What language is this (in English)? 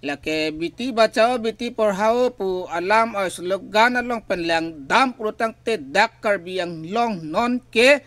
Karbi